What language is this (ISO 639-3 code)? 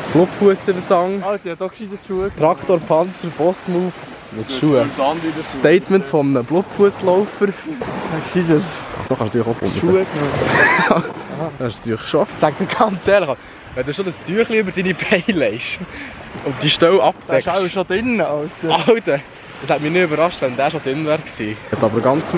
gsw